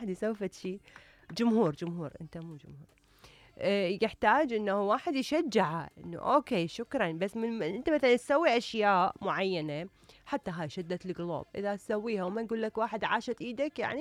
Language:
Mesopotamian Arabic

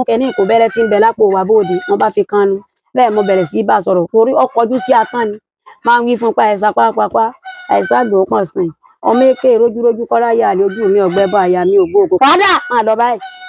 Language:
Yoruba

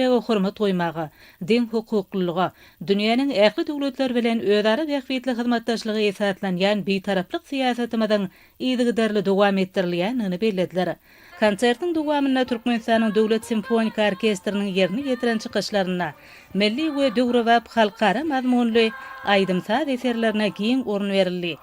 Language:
Turkmen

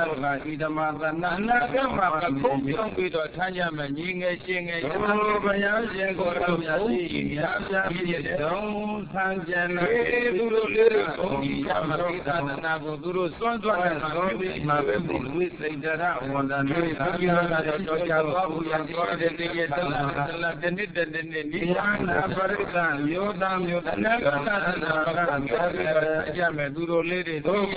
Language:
Burmese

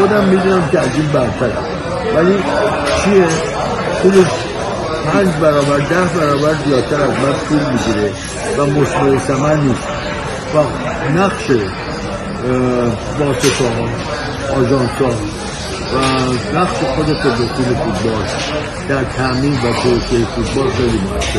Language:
Persian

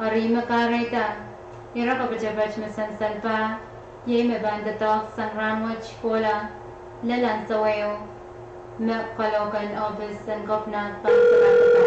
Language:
Pohnpeian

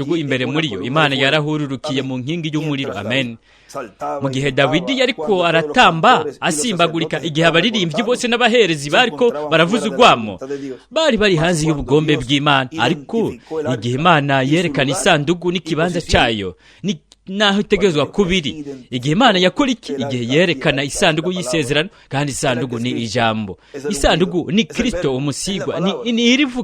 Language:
Rundi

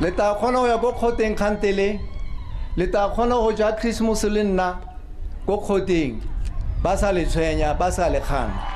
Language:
Tswana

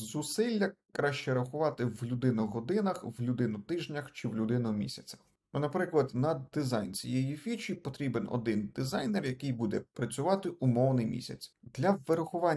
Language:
Ukrainian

